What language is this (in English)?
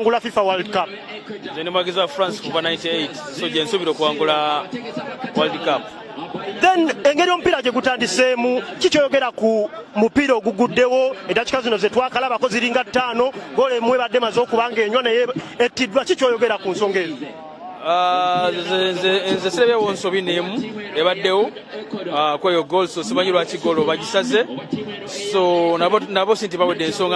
Ganda